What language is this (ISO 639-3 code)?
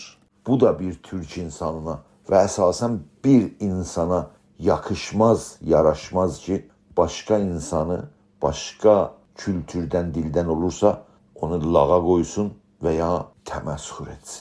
azb